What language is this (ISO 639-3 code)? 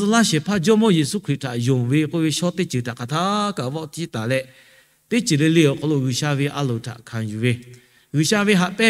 lhu